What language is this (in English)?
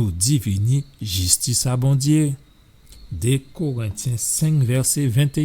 Guadeloupean Creole French